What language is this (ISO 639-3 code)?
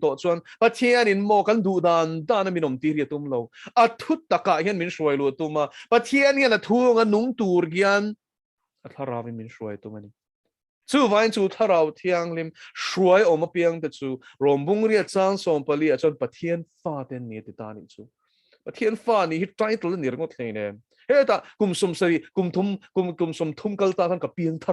lus